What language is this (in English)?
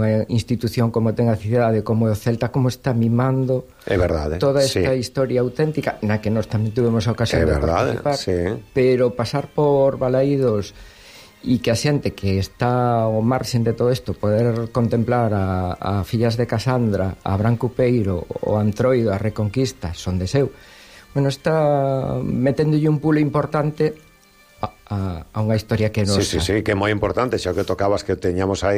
Galician